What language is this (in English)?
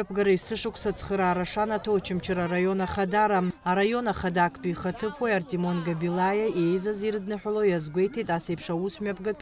Abkhazian